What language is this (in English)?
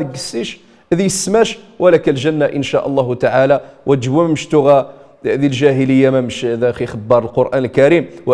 Riffian